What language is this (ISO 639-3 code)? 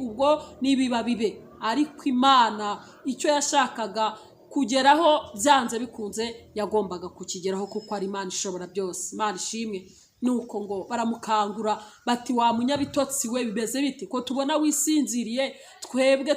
kin